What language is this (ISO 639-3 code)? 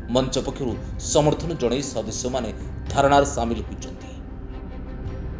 ori